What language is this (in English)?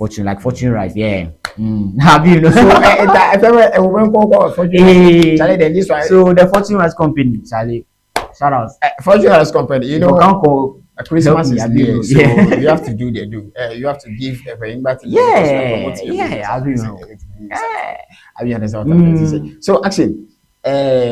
Ewe